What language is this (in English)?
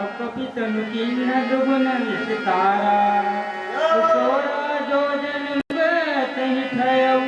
Chhattisgarhi